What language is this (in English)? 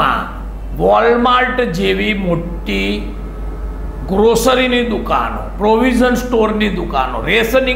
Gujarati